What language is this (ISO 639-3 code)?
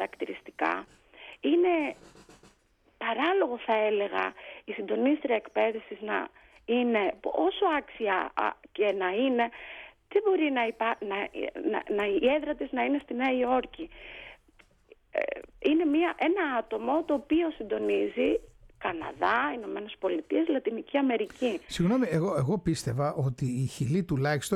ell